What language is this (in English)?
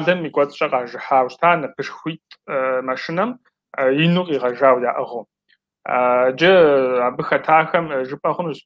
Kabardian